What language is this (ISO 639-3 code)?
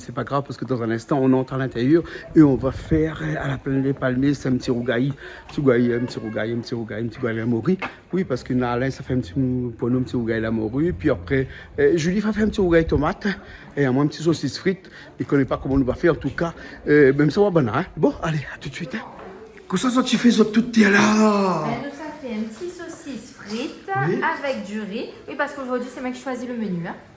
rcf